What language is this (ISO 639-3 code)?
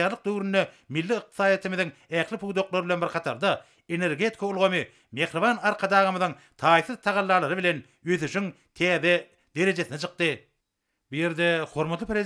tuk